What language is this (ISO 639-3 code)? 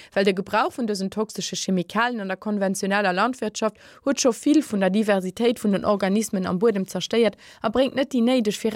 ltz